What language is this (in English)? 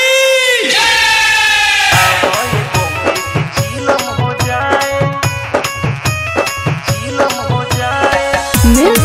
Bhojpuri